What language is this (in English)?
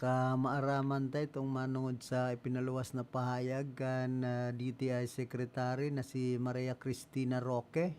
Bikol